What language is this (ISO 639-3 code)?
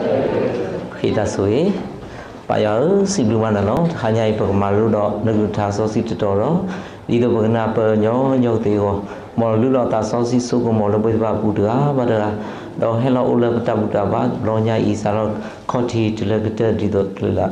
ksw